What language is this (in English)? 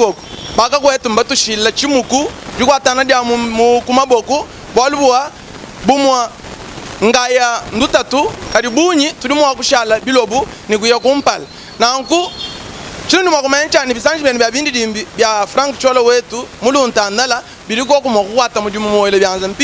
Luba-Lulua